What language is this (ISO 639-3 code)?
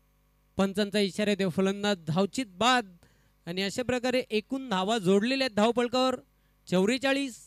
mar